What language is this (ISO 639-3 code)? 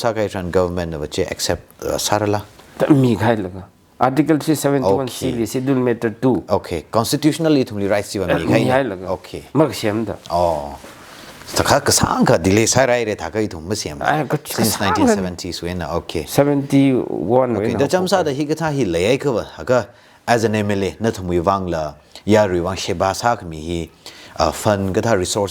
nmf